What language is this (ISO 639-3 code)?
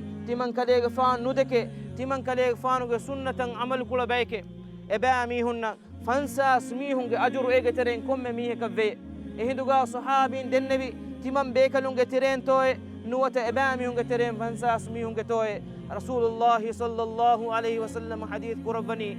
div